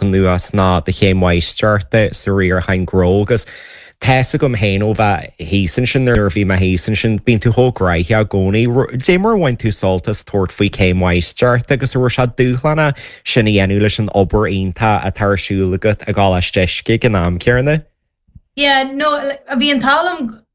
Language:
Irish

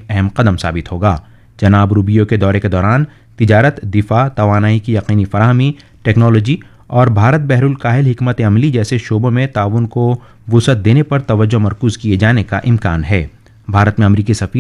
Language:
Urdu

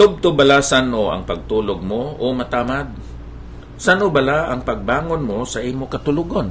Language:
Hiligaynon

